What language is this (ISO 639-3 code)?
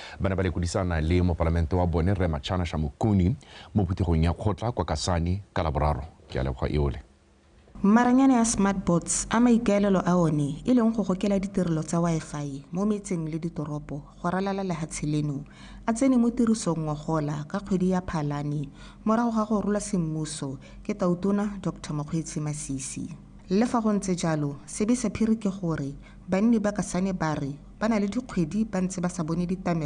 tsn